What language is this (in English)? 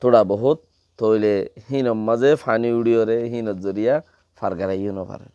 Rohingya